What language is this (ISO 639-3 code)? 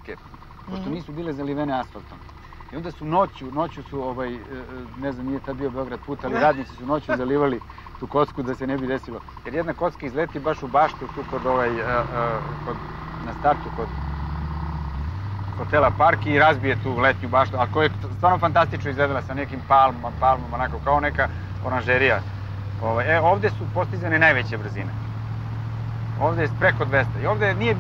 srp